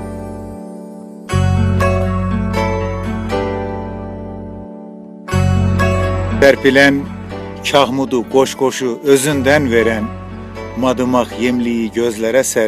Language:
Turkish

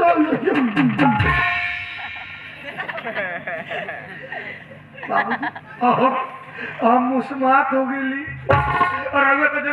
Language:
Bhojpuri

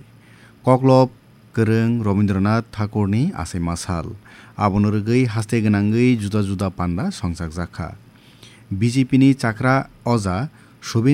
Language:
Kok Borok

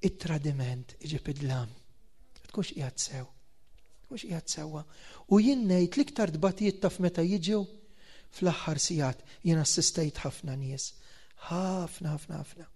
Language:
Maltese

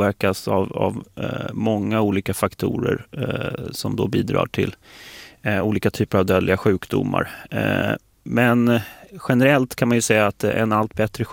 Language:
Swedish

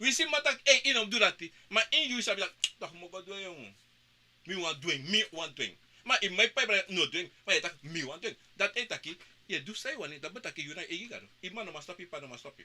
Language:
Sranan Tongo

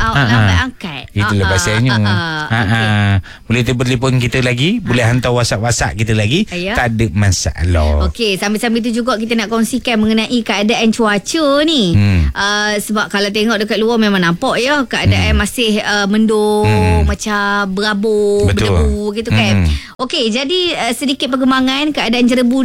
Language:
Malay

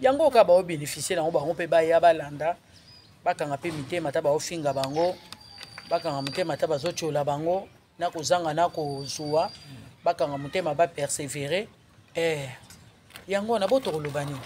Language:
Lingala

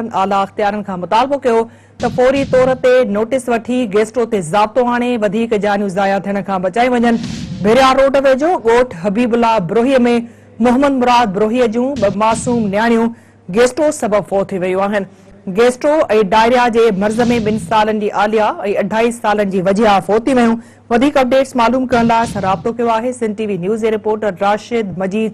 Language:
Sindhi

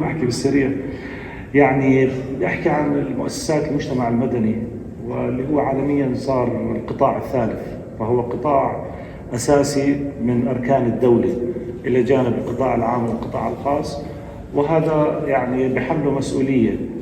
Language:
North Levantine Arabic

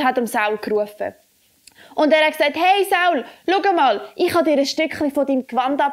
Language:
Swiss German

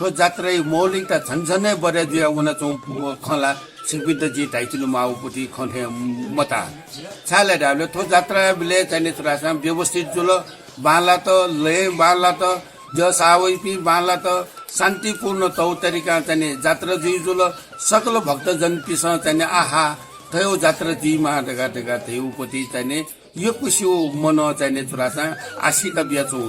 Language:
Newari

